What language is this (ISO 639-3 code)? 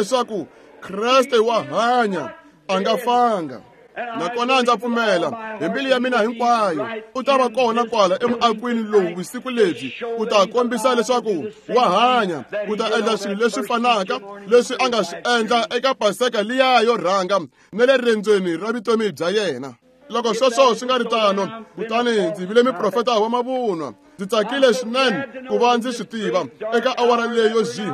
tso